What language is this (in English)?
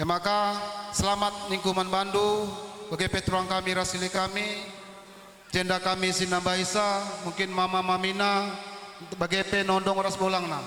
Batak Karo